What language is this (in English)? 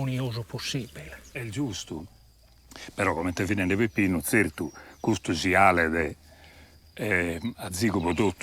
Sardinian